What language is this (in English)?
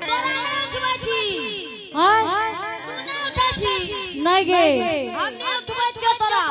Angika